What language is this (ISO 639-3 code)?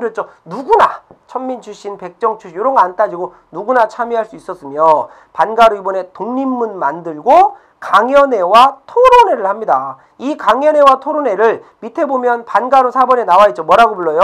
kor